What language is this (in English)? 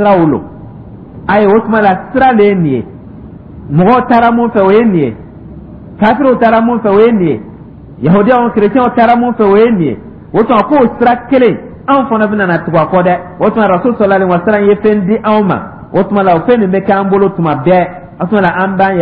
Dyula